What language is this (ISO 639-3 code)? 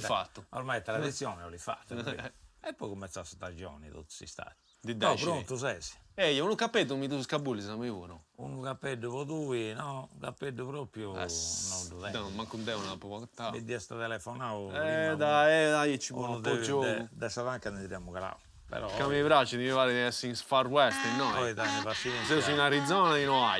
srd